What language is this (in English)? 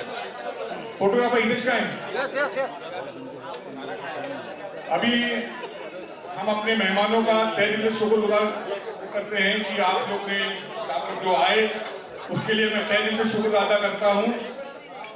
Hindi